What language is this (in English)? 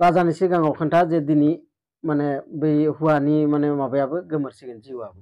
Bodo